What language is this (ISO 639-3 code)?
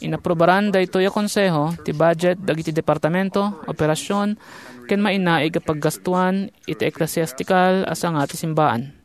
ilo